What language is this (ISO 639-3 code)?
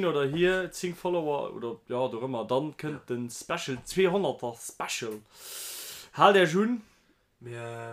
ltz